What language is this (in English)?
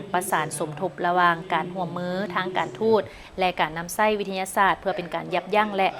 Lao